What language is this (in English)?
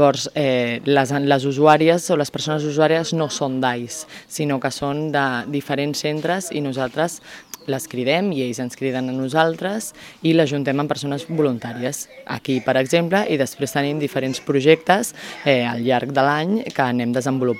Catalan